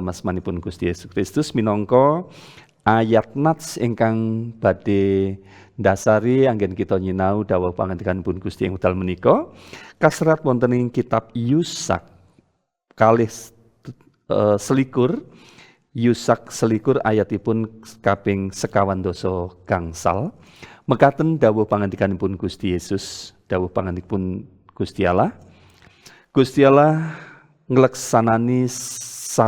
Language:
Javanese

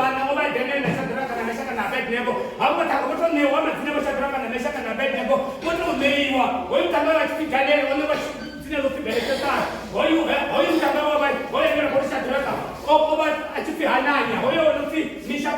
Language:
Venda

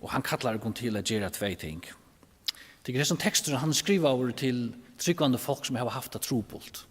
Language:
Faroese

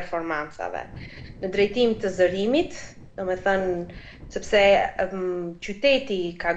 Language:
Albanian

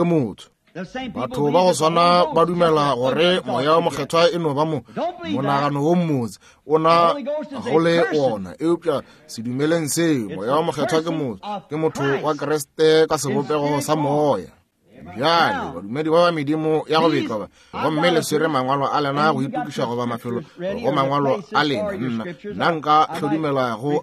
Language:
Northern Sotho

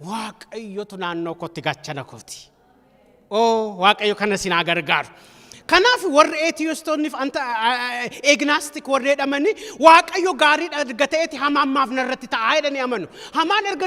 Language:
Oromo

